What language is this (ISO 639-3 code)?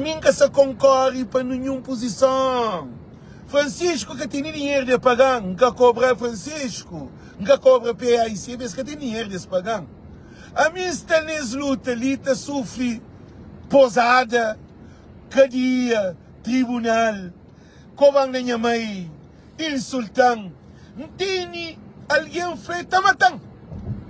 kea